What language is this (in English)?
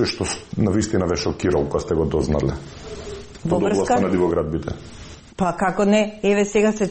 Macedonian